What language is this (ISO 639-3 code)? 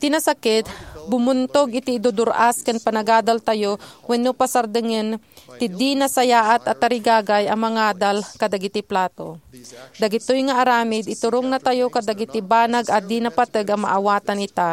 ilo